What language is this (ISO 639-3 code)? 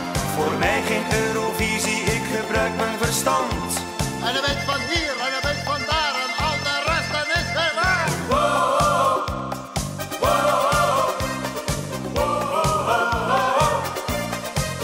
nld